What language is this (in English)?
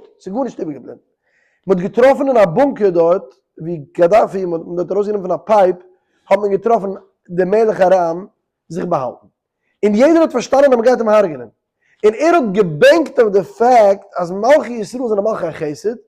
Yiddish